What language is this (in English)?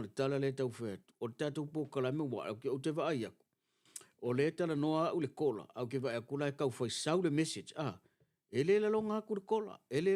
Samoan